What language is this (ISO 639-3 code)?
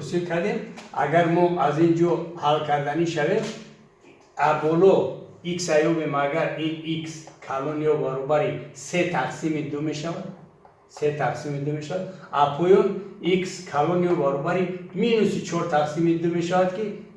tgk